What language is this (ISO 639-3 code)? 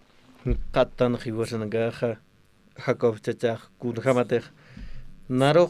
aym